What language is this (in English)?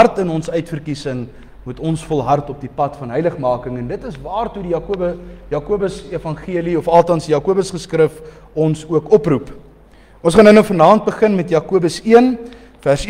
Afrikaans